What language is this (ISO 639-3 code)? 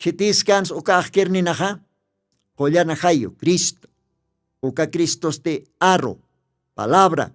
aym